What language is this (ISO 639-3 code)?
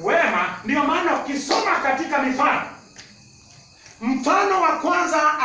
swa